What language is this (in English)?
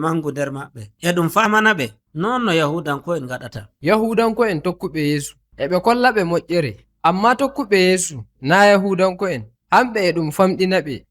Nigerian Fulfulde